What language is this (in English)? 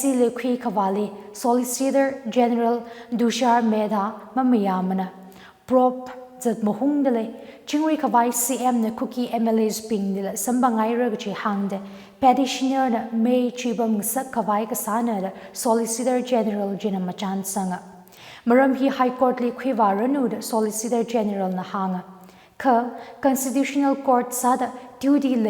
Tangkhul Naga (India)